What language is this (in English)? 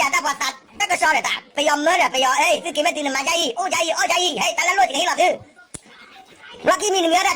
S'gaw Karen